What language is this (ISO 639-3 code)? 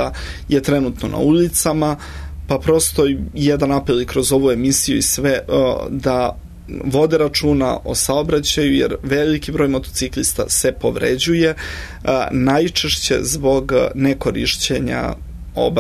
srp